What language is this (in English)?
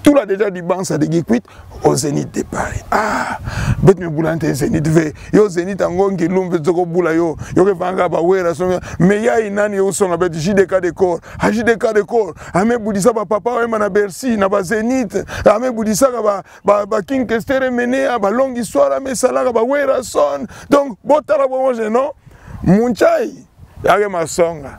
Kituba (Democratic Republic of Congo)